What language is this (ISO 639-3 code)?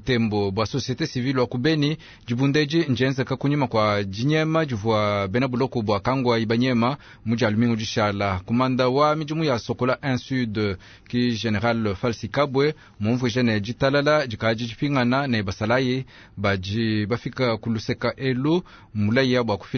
lua